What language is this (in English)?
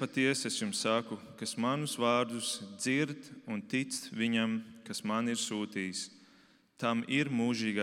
Latvian